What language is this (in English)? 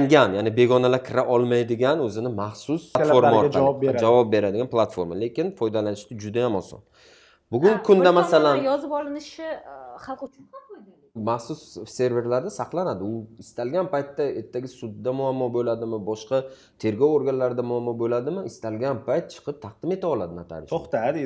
Uzbek